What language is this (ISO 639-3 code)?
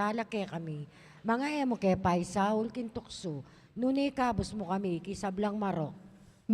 pam